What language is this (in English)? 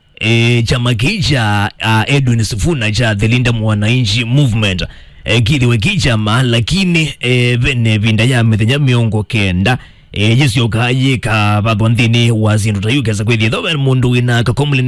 Kamba